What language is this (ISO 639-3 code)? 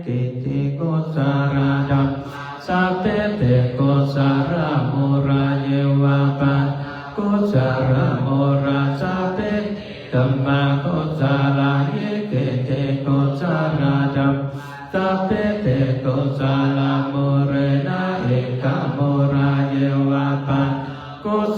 pli